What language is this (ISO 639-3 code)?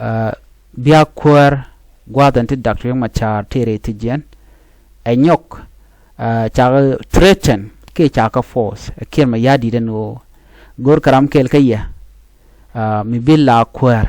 nus